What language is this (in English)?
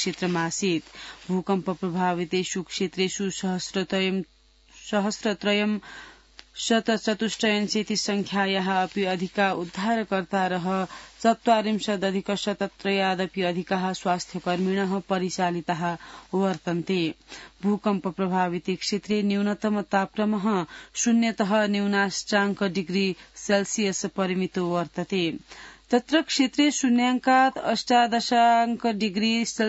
Sanskrit